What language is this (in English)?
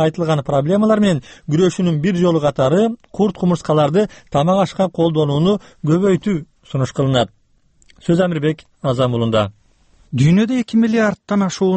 Kyrgyz